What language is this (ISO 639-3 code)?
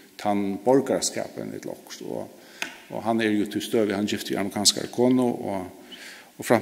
fao